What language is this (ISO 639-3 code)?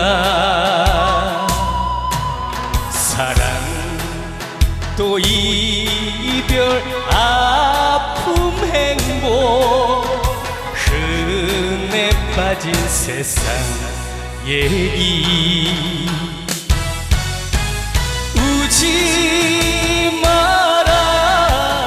kor